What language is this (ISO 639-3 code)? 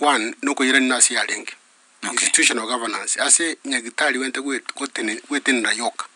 guz